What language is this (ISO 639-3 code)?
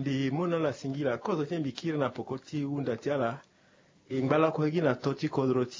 sag